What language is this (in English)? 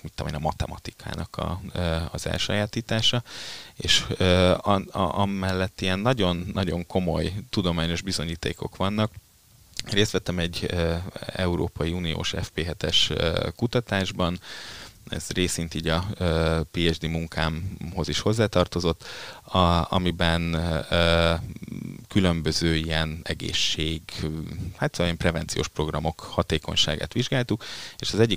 Hungarian